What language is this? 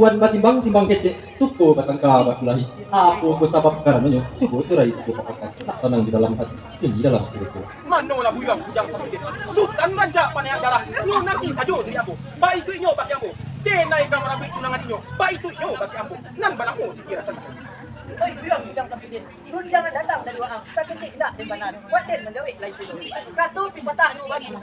Minangkabau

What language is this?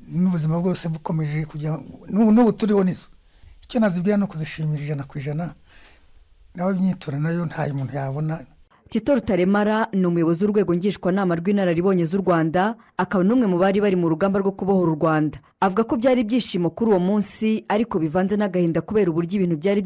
Kinyarwanda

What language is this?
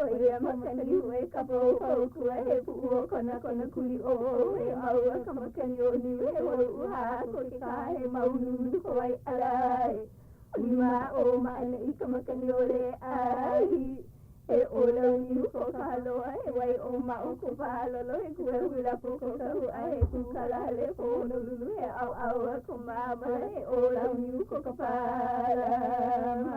Hawaiian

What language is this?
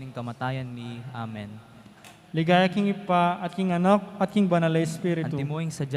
Pampanga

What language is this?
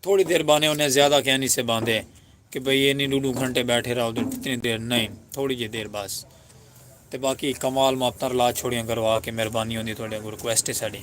Saraiki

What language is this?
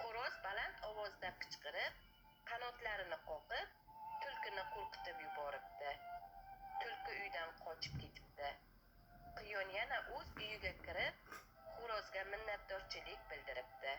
Uzbek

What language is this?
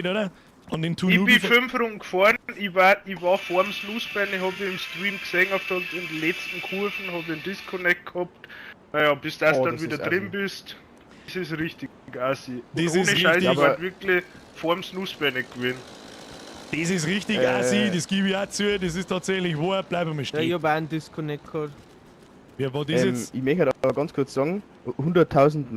Bavarian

